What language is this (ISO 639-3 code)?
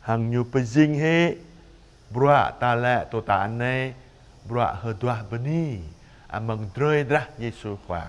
jra